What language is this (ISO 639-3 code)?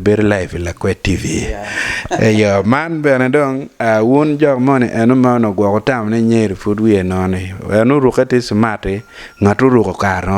ach